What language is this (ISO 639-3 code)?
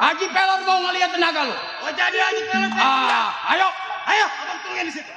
bew